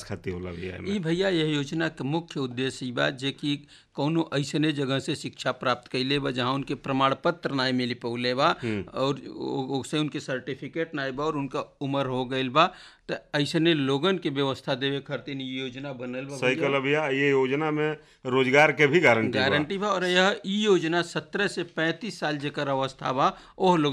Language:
Bhojpuri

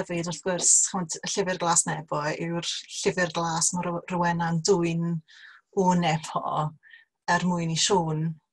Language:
Welsh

